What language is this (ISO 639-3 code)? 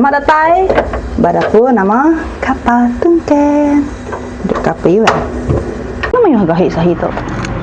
iba